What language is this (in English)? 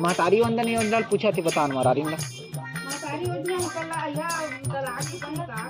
Chhattisgarhi